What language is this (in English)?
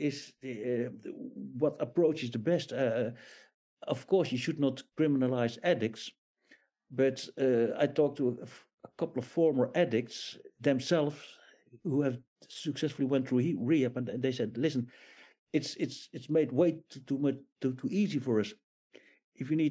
English